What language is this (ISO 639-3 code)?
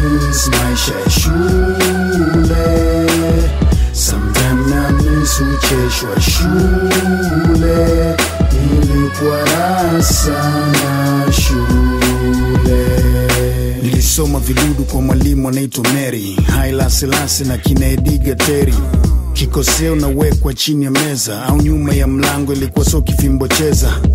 swa